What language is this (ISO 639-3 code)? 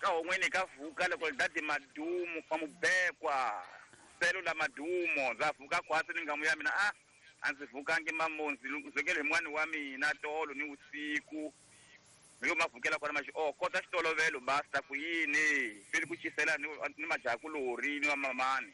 tso